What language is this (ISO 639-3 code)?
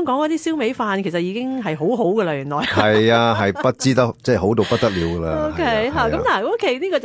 yue